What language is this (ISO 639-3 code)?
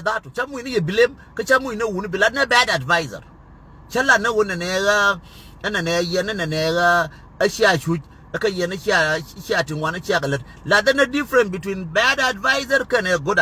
nus